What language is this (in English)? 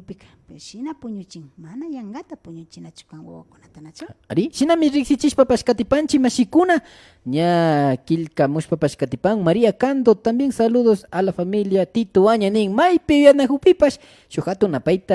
Imbabura Highland Quichua